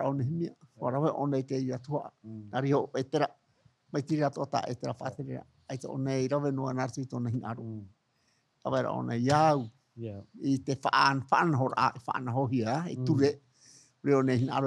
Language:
Tahitian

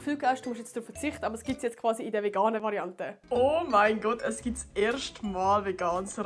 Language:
Swiss German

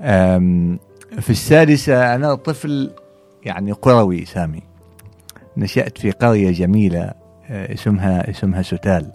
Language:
Gulf Arabic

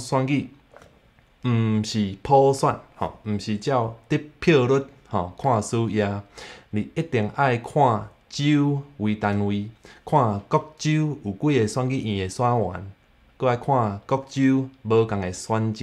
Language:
Min Nan Chinese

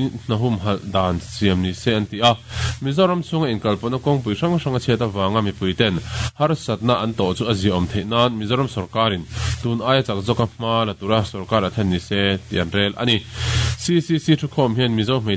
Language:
Mizo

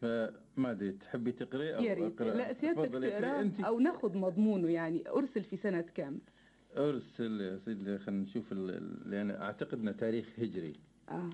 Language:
Gulf Arabic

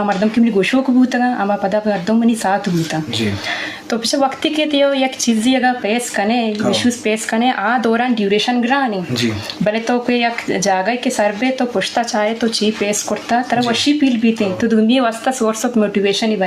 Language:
Eastern Balochi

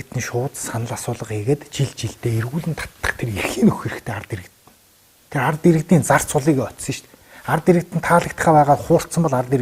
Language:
Mongolian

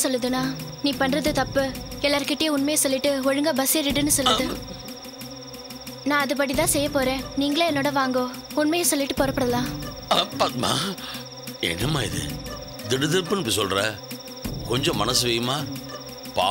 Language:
Tamil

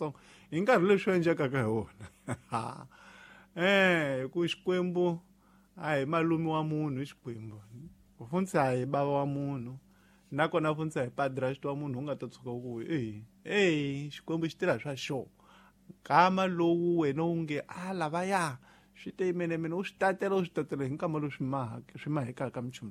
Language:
Tsonga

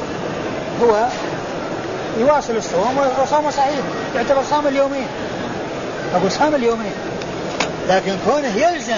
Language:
Arabic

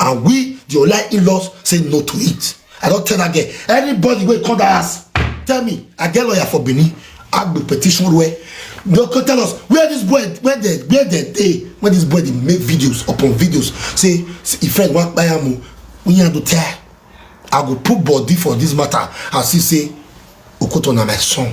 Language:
Nigerian Pidgin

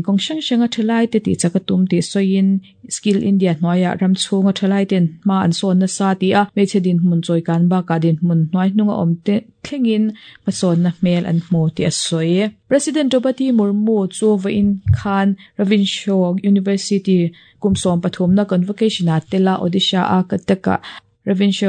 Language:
Mizo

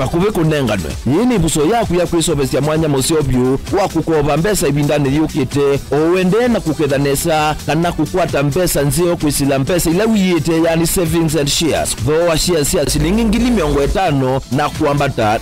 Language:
Kamba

